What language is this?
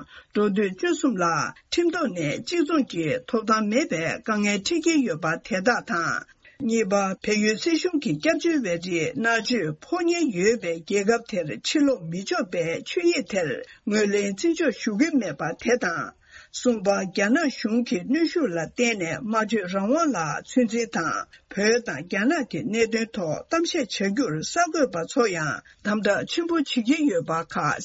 Tibetan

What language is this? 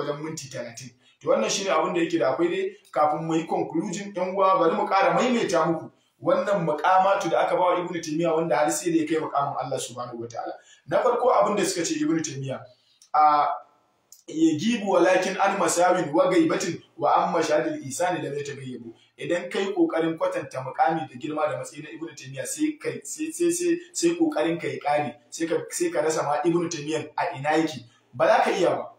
Hausa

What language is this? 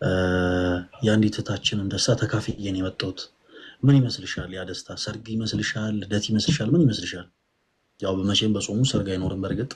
Amharic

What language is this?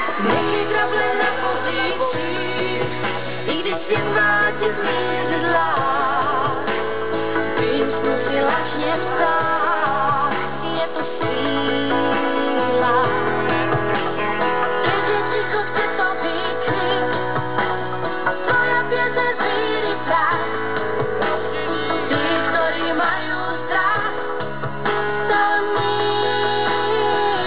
Slovak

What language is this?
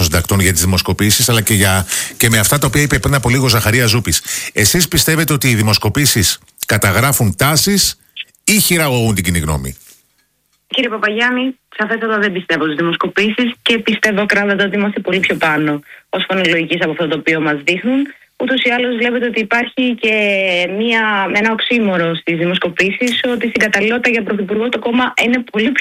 Greek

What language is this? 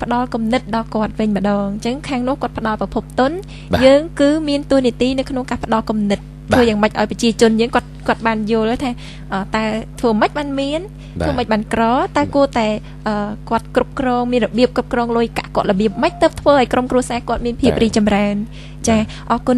Khmer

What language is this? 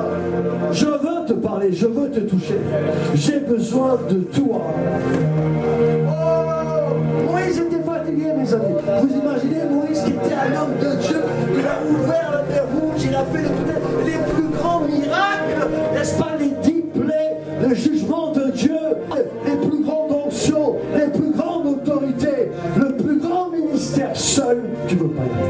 French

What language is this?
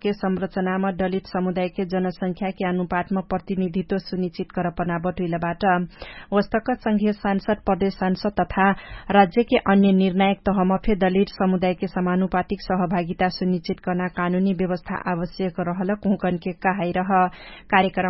Dangaura Tharu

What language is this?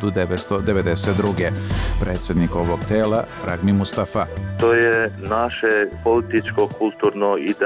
Bosnian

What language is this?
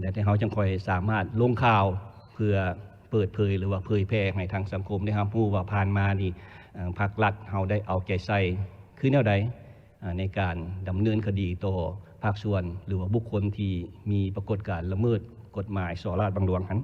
Lao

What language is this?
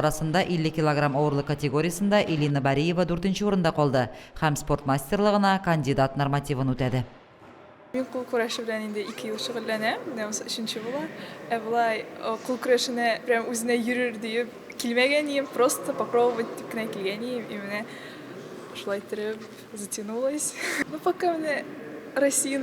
Tatar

